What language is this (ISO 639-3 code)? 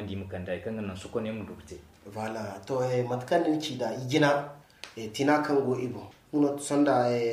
dje